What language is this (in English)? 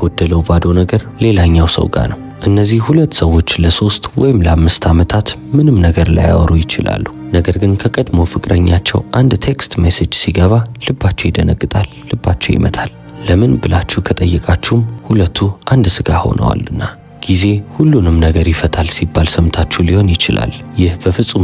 Amharic